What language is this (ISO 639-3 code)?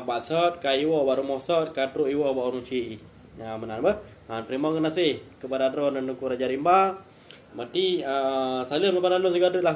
ace